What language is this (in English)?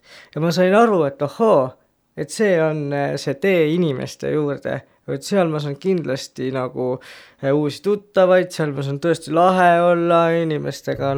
Estonian